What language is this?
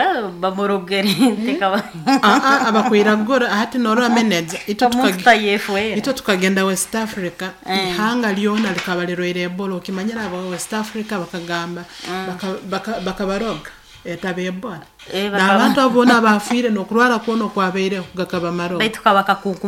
Nyoro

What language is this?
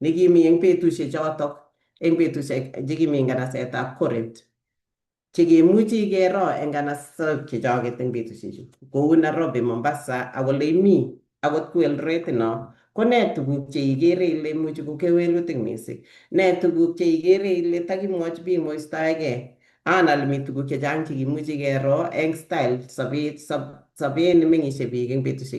Kalenjin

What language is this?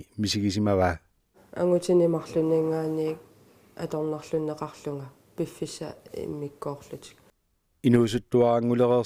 Kalaallisut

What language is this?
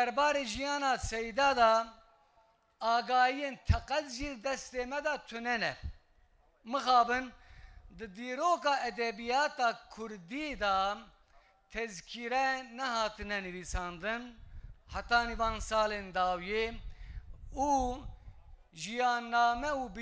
Kurdish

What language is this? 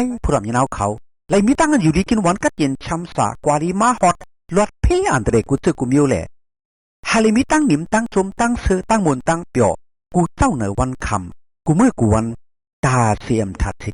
Shan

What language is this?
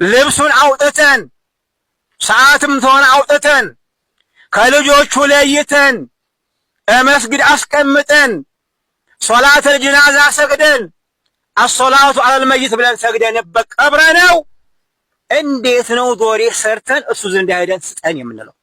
Amharic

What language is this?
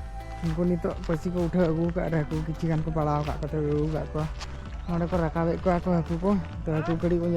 Santali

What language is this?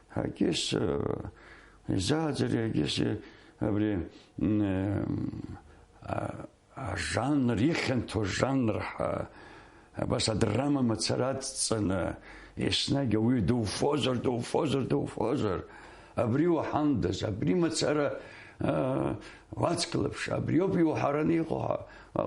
Abkhazian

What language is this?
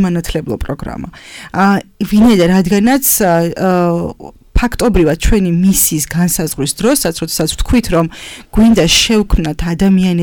Georgian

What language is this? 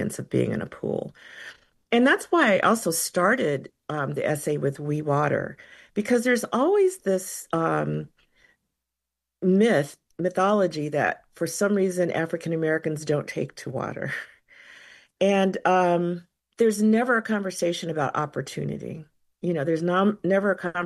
English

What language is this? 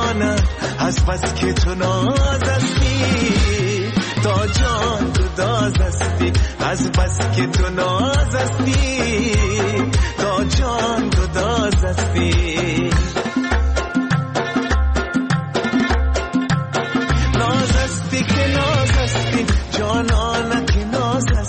Persian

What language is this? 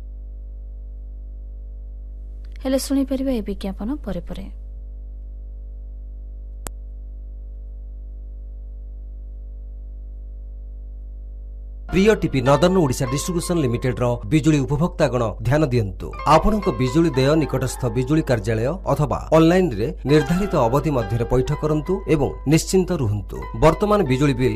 Odia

